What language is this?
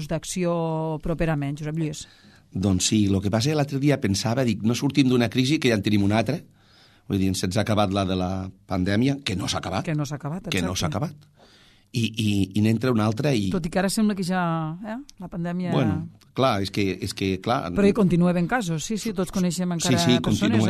Catalan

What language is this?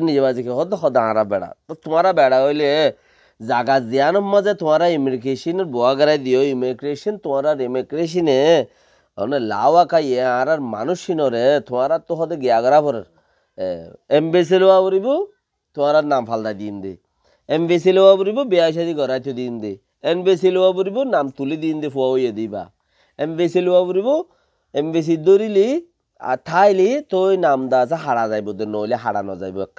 Rohingya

